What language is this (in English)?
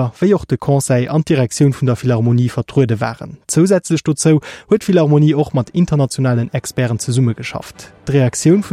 Luxembourgish